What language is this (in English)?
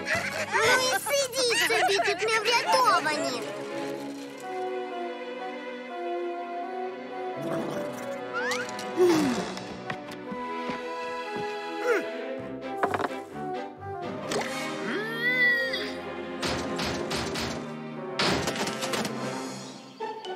Ukrainian